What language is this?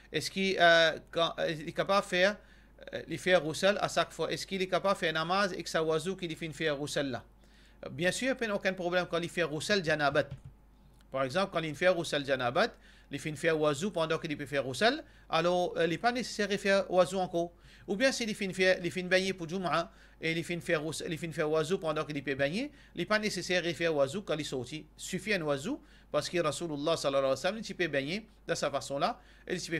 Morisyen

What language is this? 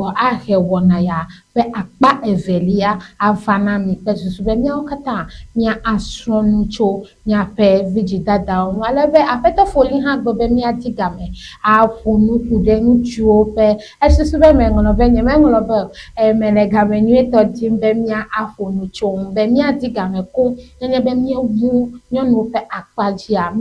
Ewe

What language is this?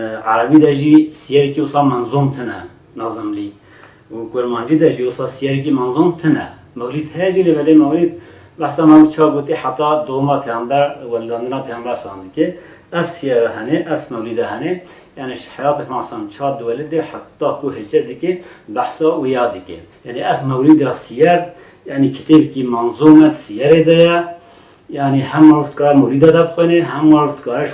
Kurdish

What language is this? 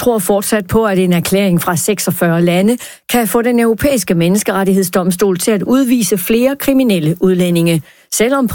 Danish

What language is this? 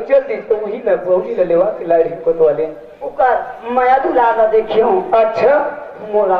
Chhattisgarhi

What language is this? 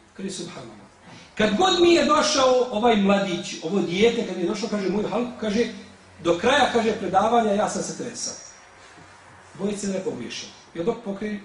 Bosnian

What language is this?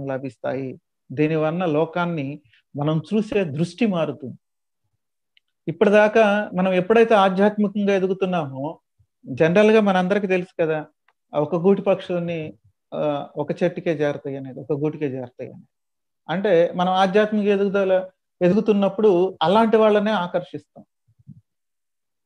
Telugu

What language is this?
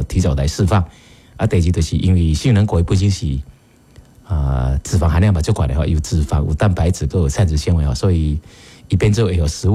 Min Nan Chinese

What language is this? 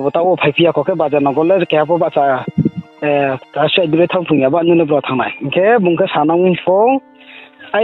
Riang (India)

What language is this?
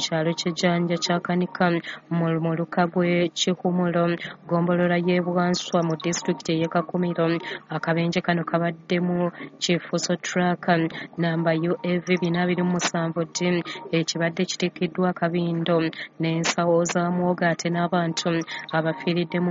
Ganda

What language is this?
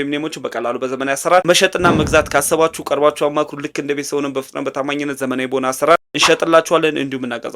Amharic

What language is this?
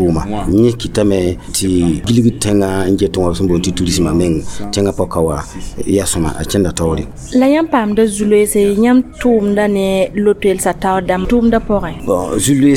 Mossi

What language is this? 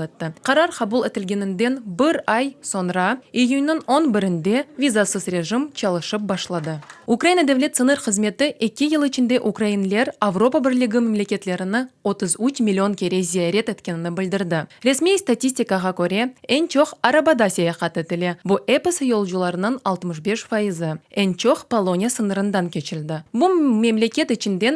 Crimean Tatar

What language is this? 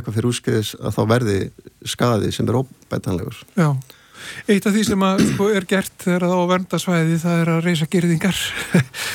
Icelandic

